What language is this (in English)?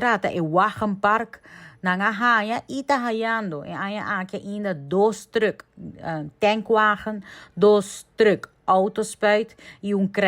Papiamento